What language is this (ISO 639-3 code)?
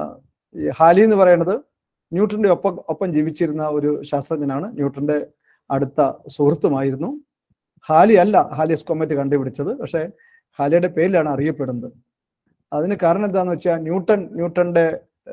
mal